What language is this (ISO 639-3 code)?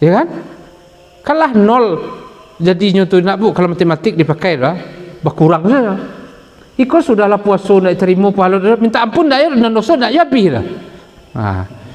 min